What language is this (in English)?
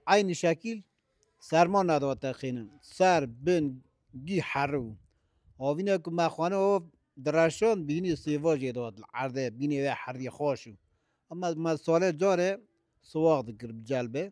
Kurdish